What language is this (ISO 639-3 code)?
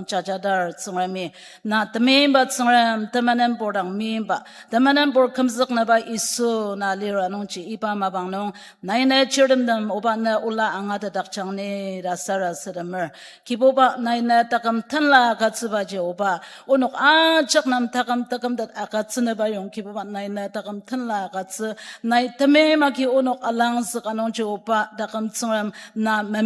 njo